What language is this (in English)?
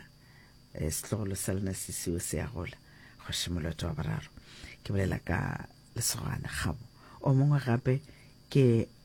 Northern Sotho